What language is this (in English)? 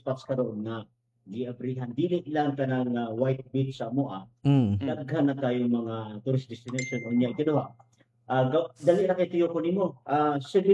Cebuano